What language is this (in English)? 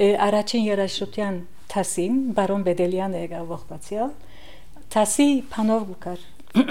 Armenian